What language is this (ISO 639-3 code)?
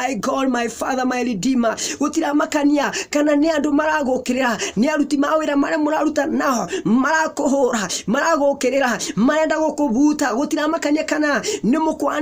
kik